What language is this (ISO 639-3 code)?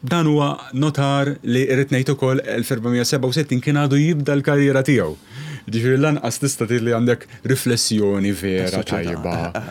mlt